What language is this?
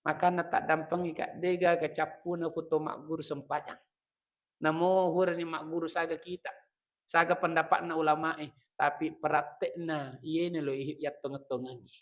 Buginese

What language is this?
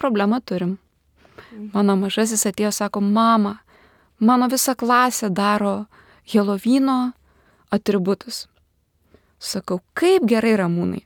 Lithuanian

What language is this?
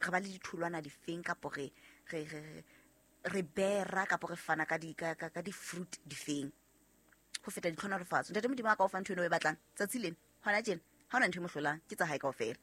Southern Sotho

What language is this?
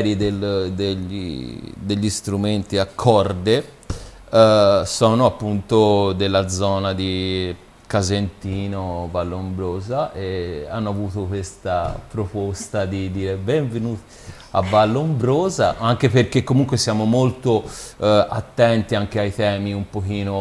Italian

